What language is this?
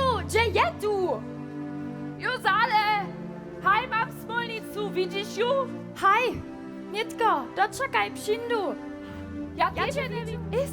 Upper Sorbian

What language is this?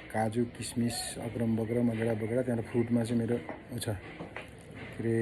Nepali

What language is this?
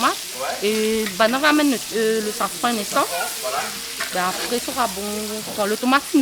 Réunion Creole French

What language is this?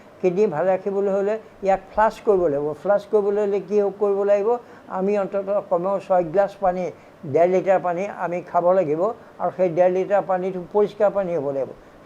Assamese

